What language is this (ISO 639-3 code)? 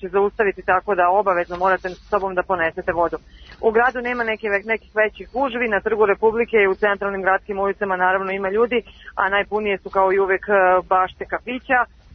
srp